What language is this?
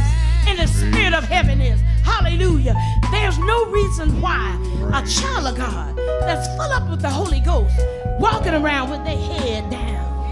English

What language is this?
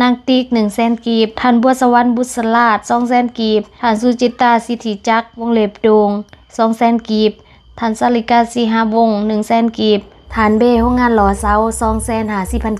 Lao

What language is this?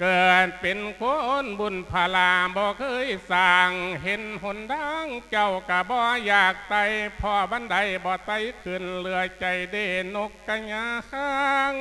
Lao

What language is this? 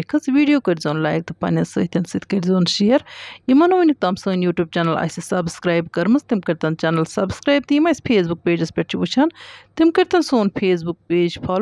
Kashmiri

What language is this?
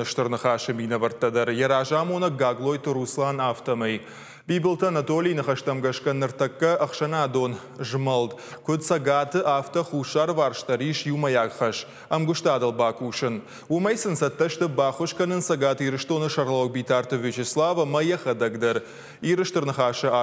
Ossetic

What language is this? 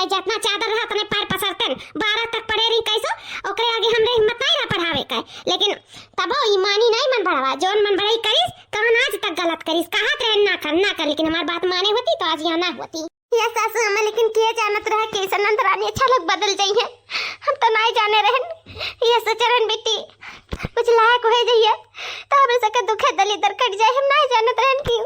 Awadhi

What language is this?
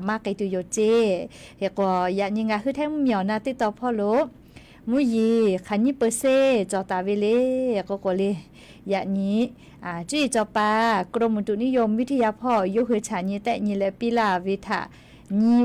Lahu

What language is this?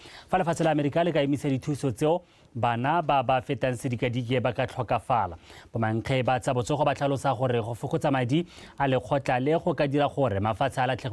Tswana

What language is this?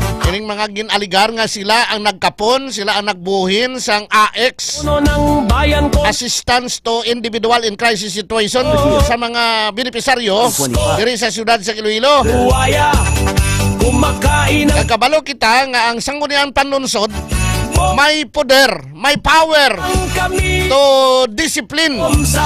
Hiligaynon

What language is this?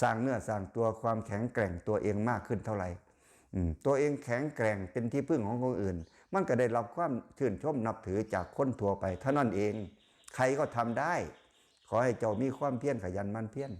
Lao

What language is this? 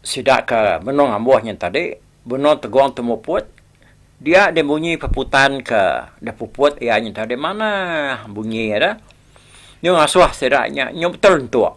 Iban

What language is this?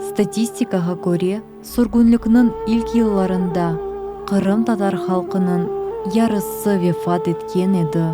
Crimean Tatar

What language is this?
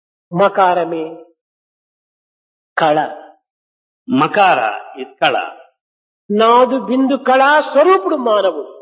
Telugu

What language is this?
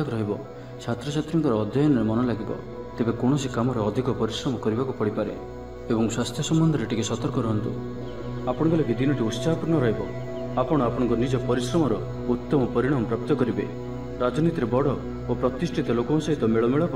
Odia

